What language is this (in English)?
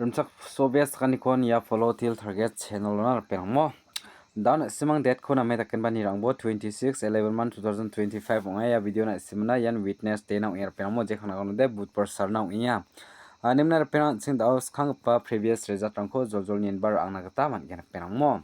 Garo